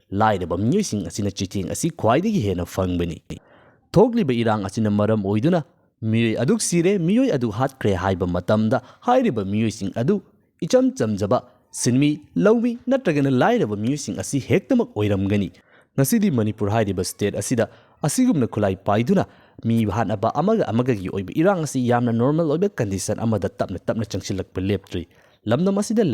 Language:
Manipuri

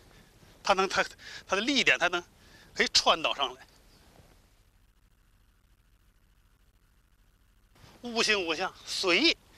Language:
Chinese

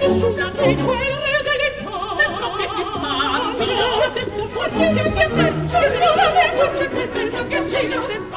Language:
Italian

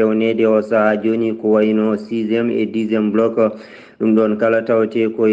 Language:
Fula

